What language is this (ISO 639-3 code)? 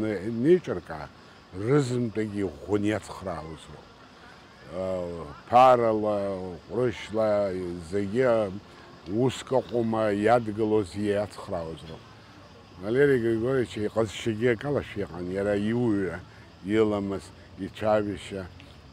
abk